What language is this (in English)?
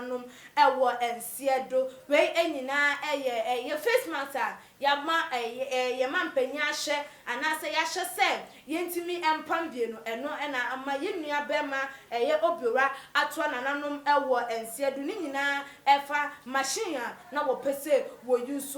Akan